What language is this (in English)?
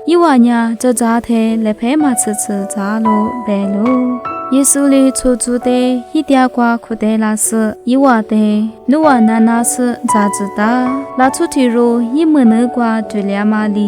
Lisu